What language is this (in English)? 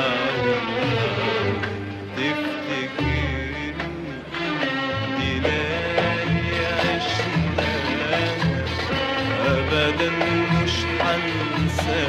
Egyptian Arabic